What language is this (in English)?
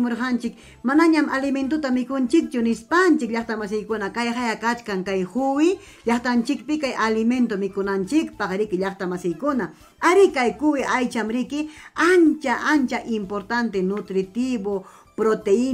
Ayacucho Quechua